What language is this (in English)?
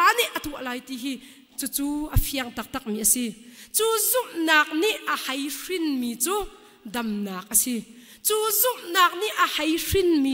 Hakha Chin